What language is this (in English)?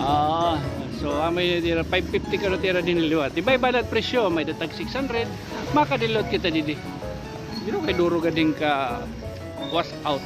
Waray